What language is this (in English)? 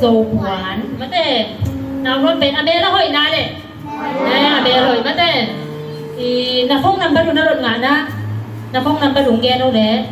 Tedim Chin